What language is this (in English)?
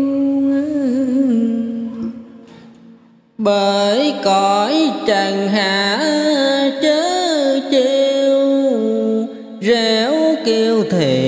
Vietnamese